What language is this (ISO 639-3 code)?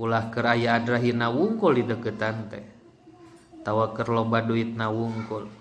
sun